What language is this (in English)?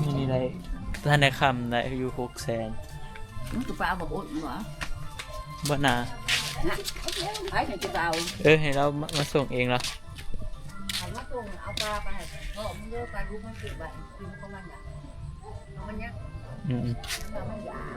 Northeastern Thai